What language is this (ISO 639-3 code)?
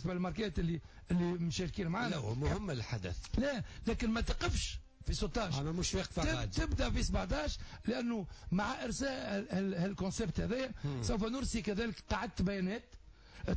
aeb